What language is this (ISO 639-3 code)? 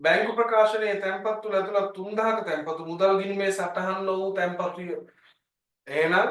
sin